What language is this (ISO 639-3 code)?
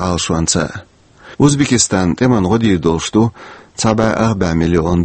che